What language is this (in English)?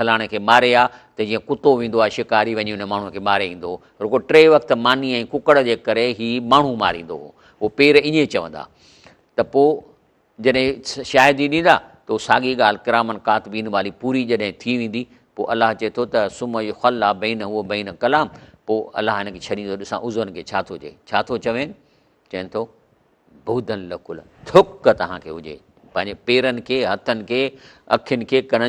Sindhi